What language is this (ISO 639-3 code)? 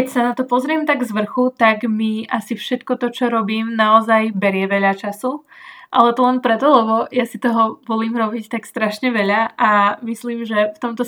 slk